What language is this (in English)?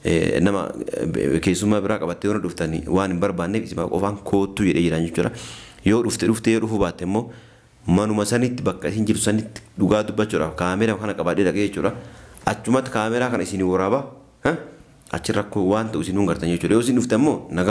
Oromo